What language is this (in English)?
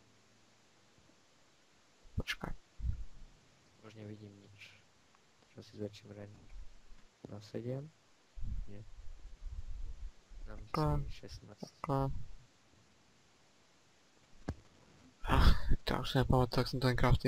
Czech